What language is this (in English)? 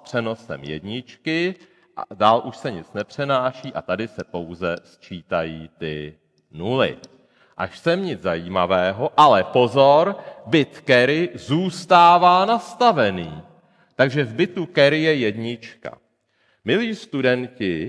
Czech